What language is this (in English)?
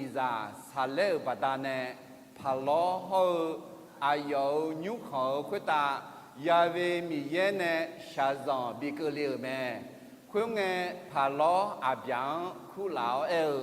Akha